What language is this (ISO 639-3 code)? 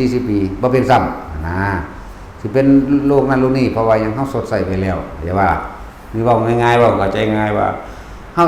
tts